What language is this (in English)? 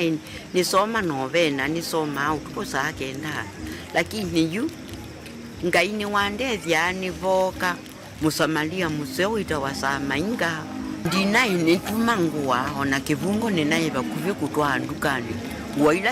Kamba